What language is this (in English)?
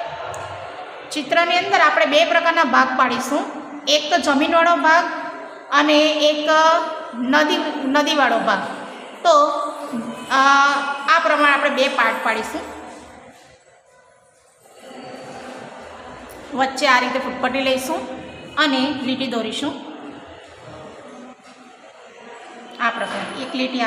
Gujarati